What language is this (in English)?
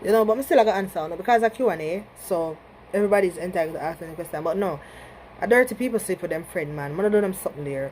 Jamaican Creole English